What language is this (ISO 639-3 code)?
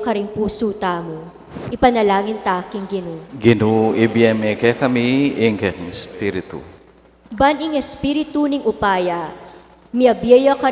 pam